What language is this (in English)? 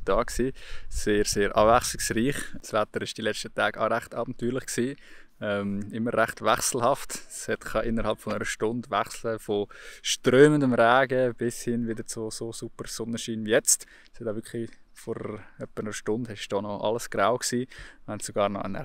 Swiss German